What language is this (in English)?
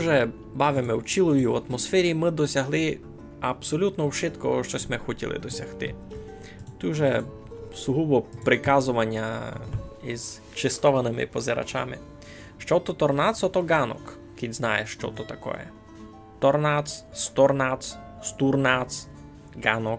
Rusyn